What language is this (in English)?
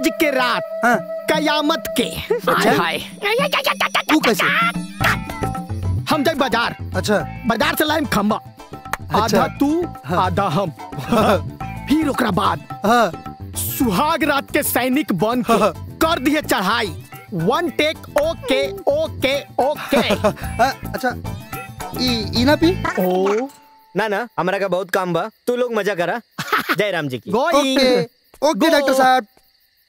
Bhojpuri